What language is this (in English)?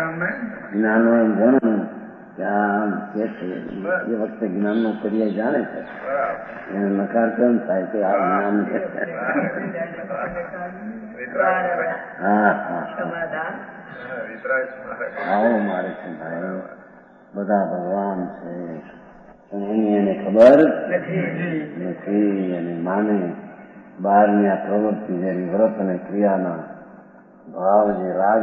Gujarati